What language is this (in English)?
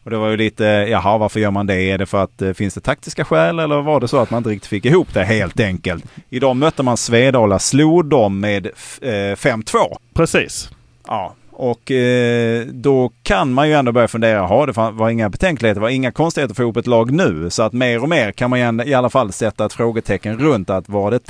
Swedish